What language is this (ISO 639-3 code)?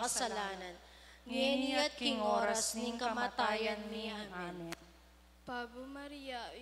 pam